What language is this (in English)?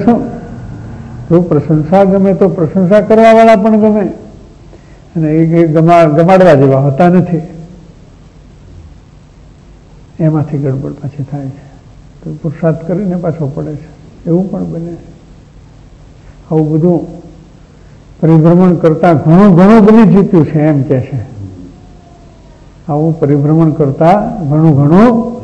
Gujarati